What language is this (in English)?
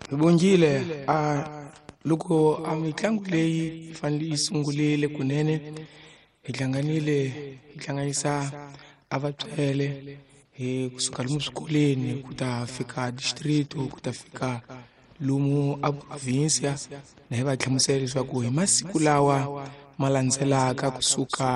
Tsonga